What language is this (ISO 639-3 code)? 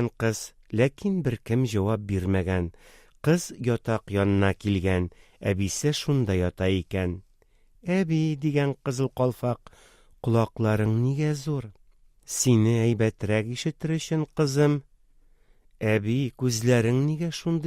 tat